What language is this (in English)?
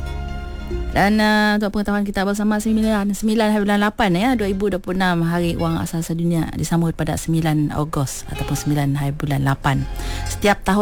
Malay